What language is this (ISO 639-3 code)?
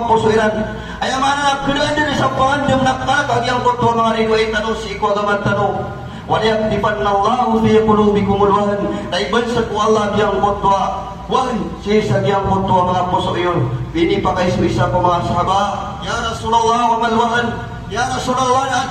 mrw